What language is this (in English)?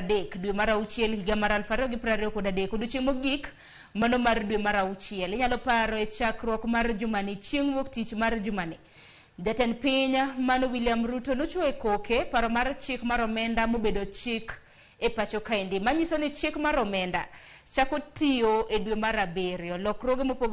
Luo (Kenya and Tanzania)